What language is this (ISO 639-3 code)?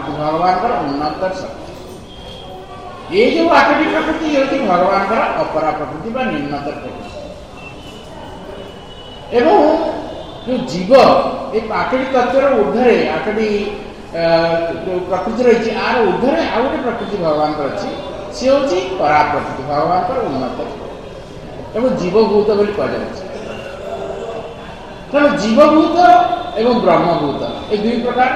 ori